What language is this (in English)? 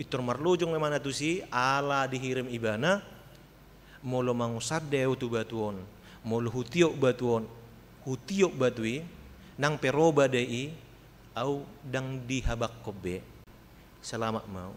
Batak Toba